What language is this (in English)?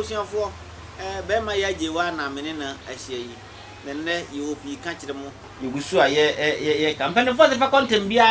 Akan